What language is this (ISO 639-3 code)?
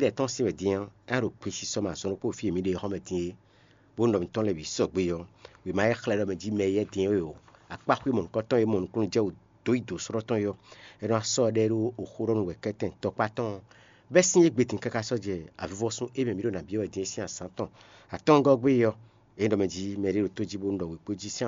fon